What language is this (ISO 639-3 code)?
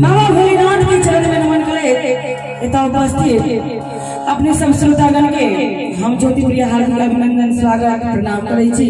mai